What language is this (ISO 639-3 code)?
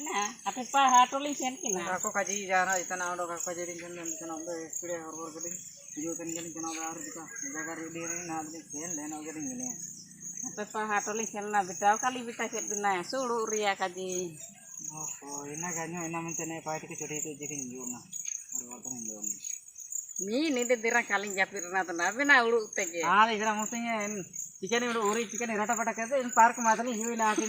hoc